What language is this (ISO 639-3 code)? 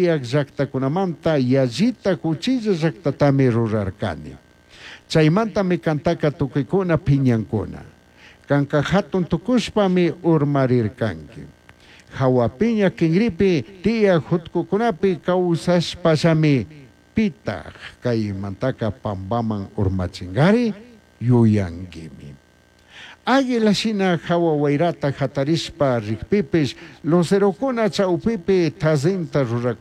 qug